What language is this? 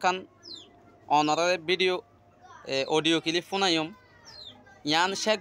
Rohingya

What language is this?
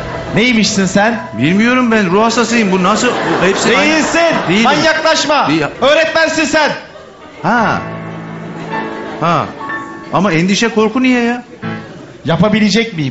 Turkish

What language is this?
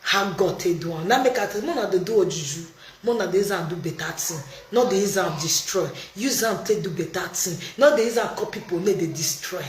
Nigerian Pidgin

